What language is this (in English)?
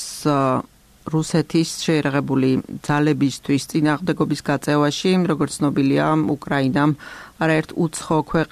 Georgian